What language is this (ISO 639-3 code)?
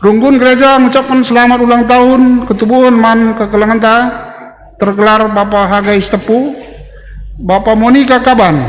btx